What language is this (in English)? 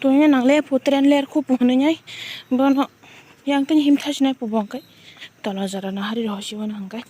Kok Borok